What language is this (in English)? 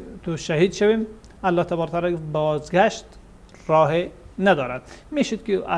Persian